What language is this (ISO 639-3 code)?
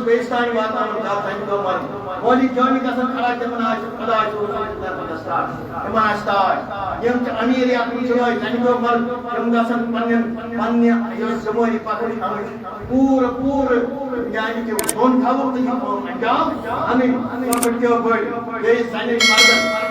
kas